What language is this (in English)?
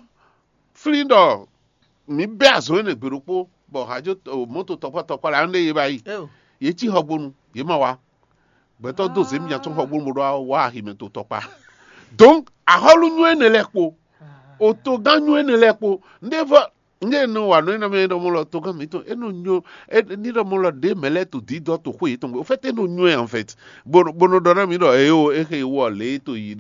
Fon